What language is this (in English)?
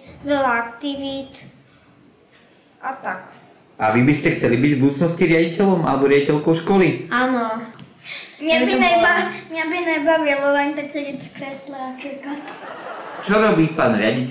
Slovak